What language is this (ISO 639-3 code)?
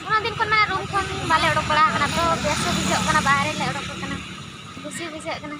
sat